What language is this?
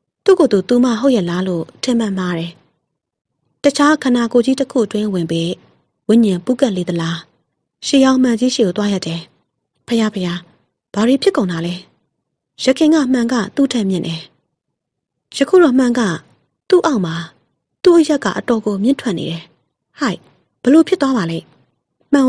Burmese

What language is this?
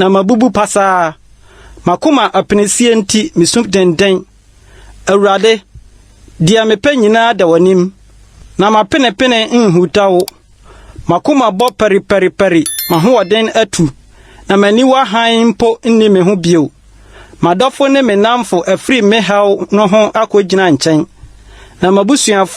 Akan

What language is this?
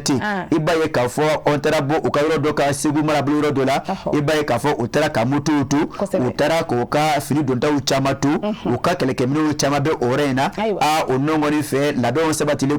Bambara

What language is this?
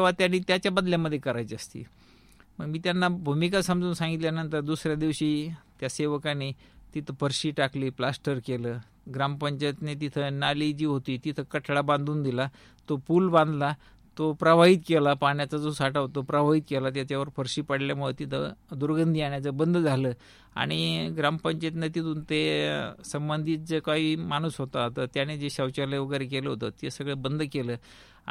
Marathi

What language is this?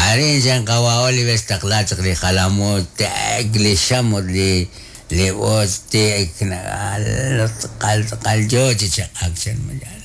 Kekchí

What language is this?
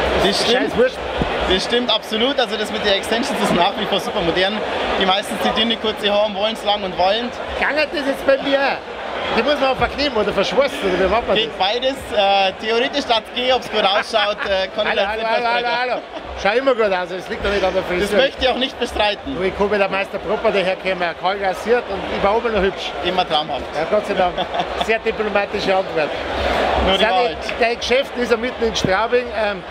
Bavarian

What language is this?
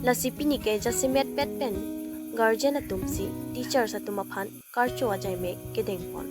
Karbi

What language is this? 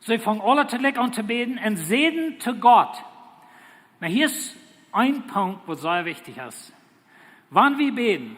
Plautdietsch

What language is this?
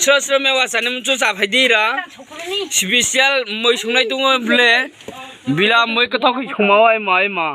Kok Borok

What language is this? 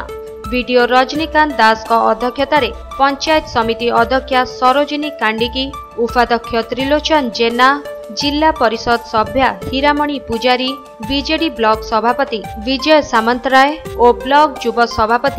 Odia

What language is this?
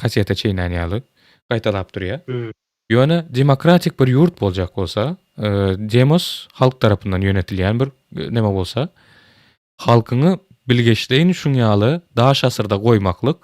Turkmen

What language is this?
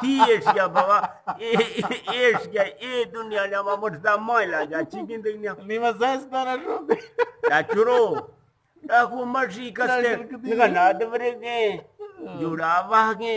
Eastern Balochi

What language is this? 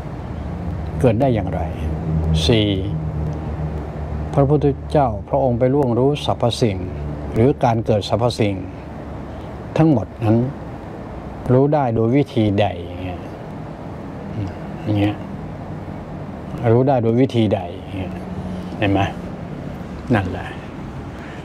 Thai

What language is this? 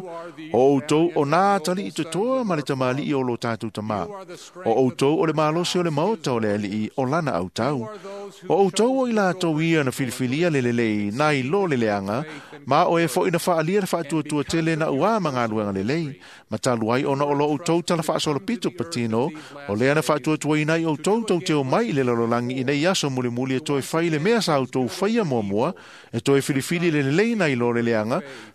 Samoan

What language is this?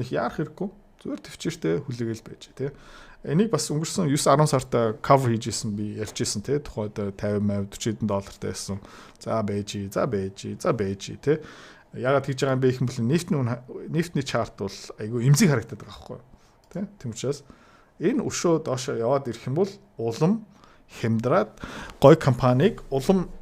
Mongolian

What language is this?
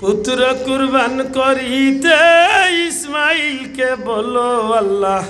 Sylheti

